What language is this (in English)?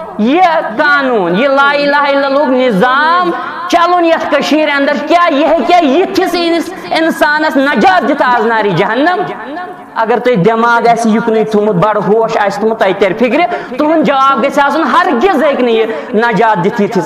Kashmiri